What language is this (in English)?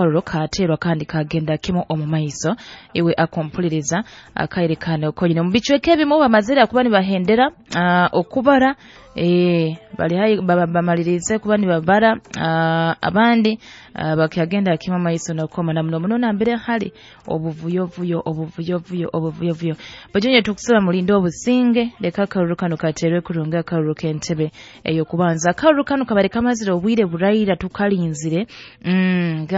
Nyoro